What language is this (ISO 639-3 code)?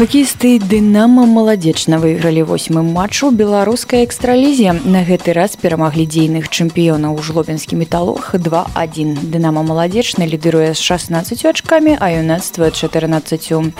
bel